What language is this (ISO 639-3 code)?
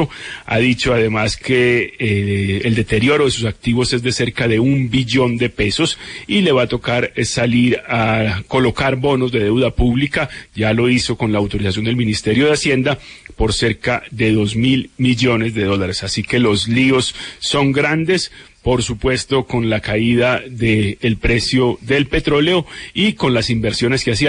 spa